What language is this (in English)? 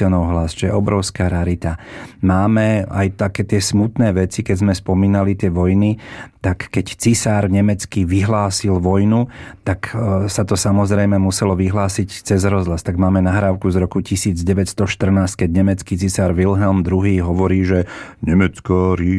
Slovak